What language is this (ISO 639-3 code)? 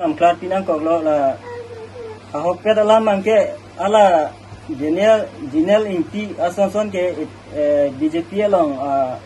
mjw